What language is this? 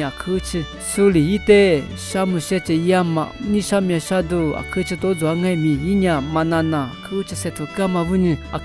Lisu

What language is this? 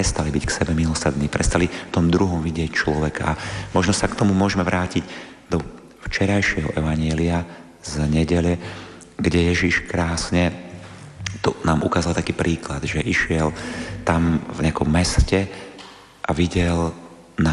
Slovak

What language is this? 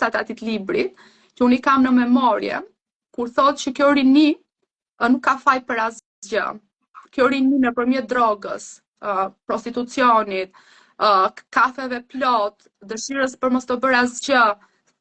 Albanian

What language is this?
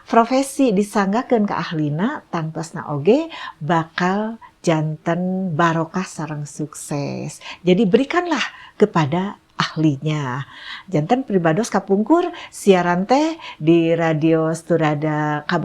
Sundanese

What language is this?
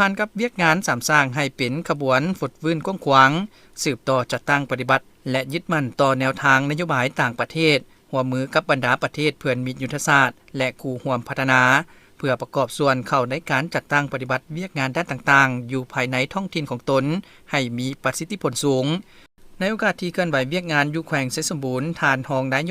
Lao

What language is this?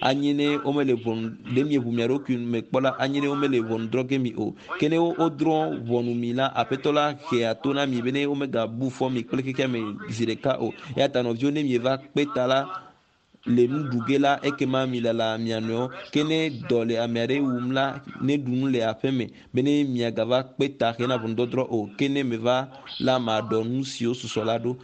Ewe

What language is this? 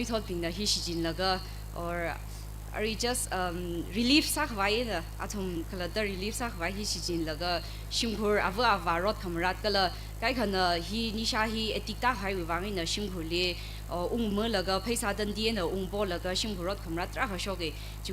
Tangkhul Naga (India)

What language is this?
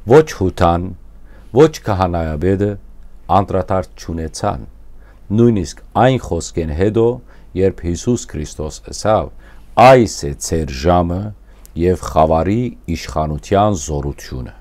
Western Armenian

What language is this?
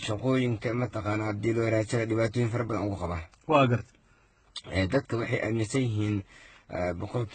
Somali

